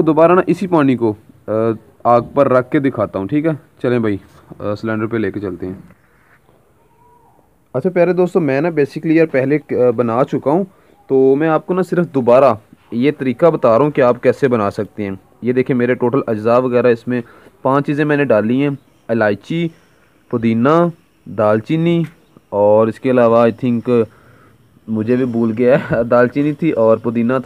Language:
Hindi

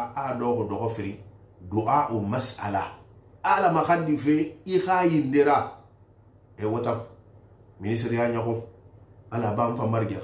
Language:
Susu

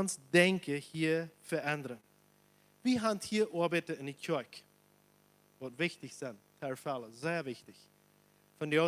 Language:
Plautdietsch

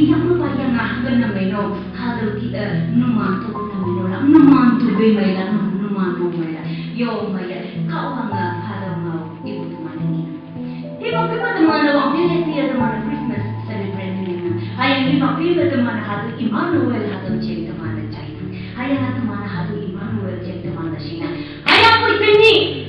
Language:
Konyak Naga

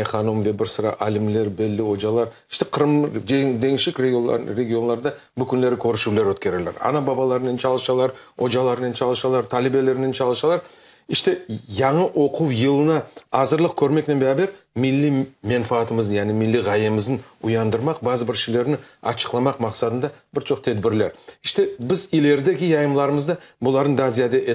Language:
Crimean Tatar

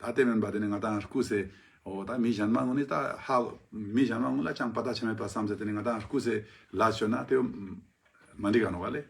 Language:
Ladakhi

